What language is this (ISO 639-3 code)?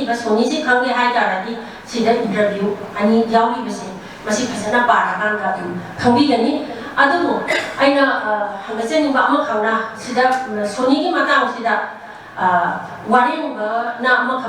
mni